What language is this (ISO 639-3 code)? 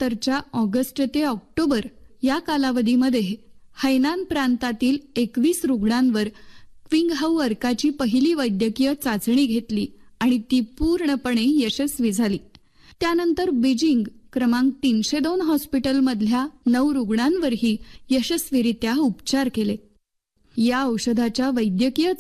mar